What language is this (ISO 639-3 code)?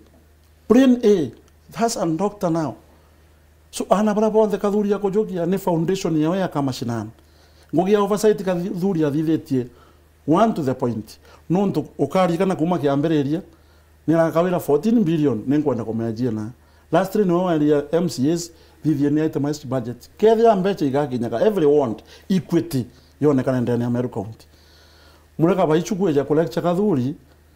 mer